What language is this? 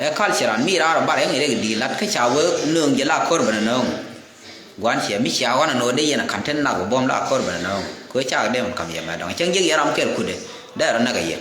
Nuer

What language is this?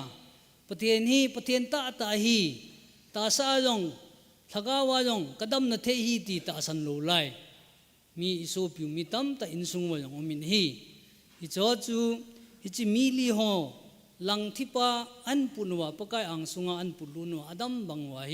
Thado Chin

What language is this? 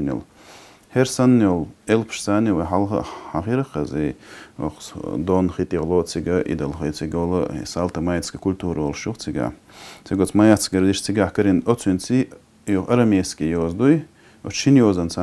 Chechen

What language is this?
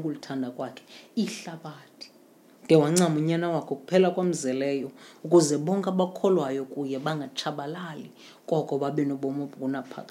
Xhosa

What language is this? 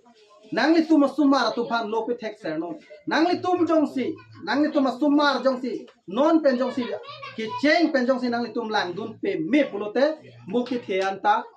Karbi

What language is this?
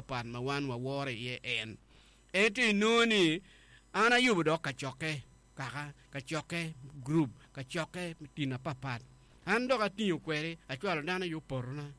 Acoli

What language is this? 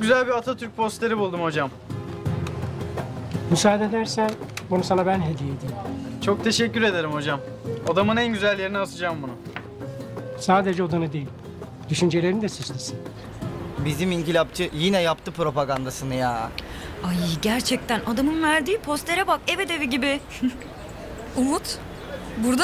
Turkish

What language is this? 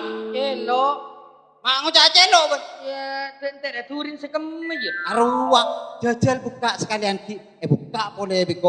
Madurese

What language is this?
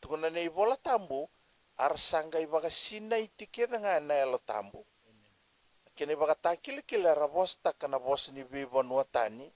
Fijian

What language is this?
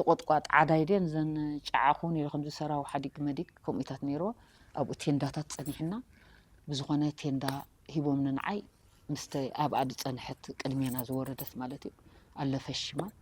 Tigrinya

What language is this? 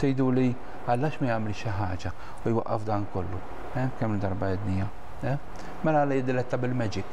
Maltese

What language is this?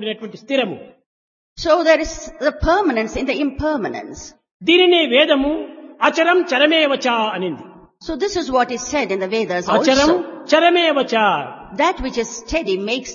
Telugu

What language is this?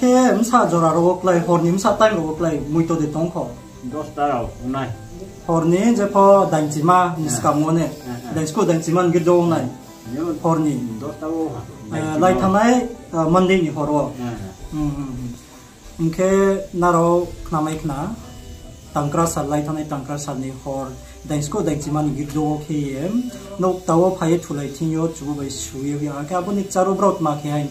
Riang (India)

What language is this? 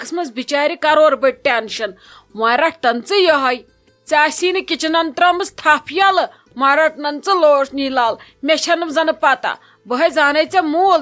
Kashmiri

